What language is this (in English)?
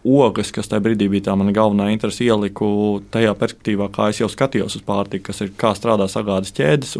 Latvian